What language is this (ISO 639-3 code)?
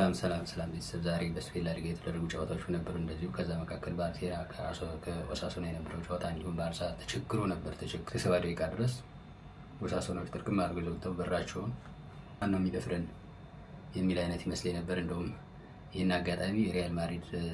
amh